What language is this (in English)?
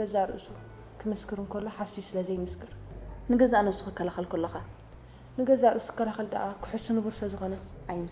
Tigrinya